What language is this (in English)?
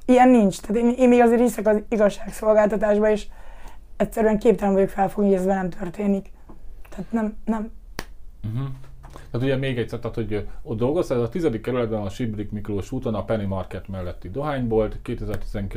Hungarian